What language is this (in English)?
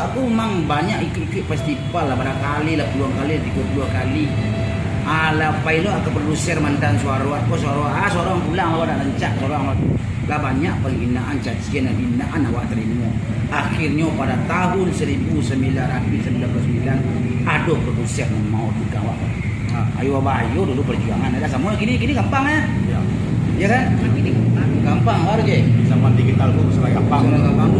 Minangkabau